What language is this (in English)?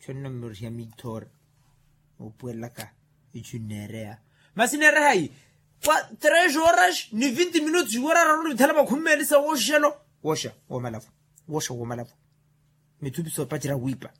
Makhuwa